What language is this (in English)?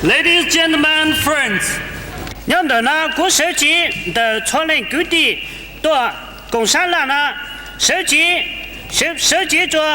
Hmong